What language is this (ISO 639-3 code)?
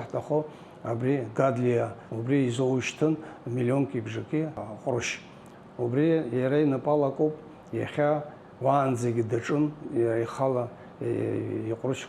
abk